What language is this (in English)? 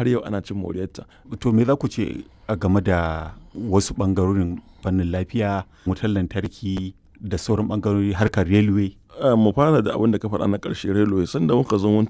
Hausa